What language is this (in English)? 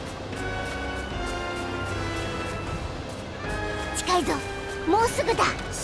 Japanese